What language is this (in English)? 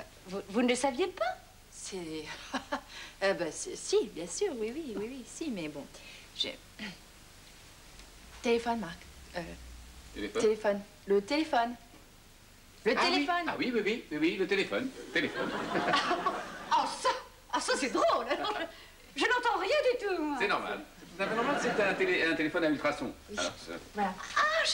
French